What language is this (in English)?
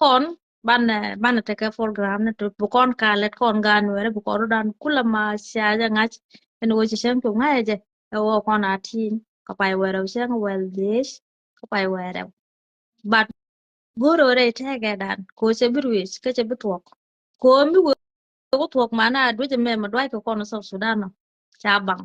Nuer